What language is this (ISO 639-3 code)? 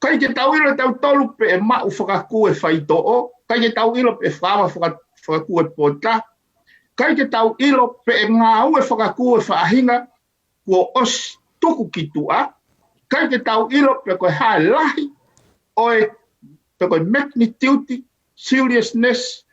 ton